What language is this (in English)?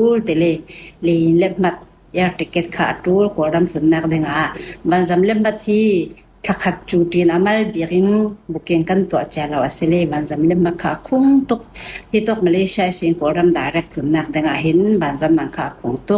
Falam Chin